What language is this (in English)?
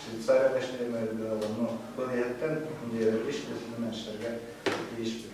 Bashkir